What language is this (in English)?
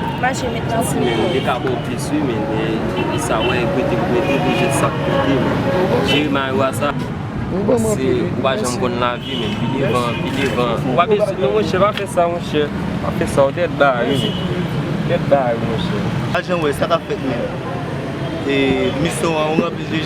Haitian Creole